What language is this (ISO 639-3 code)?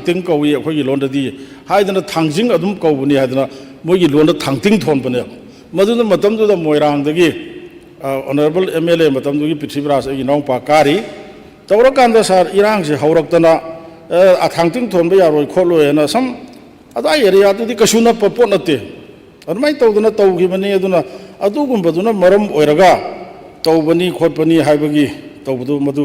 mni